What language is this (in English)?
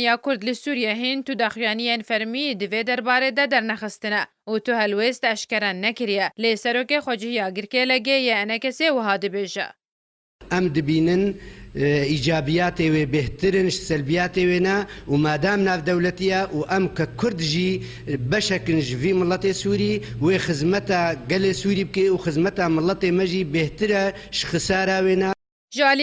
Kurdish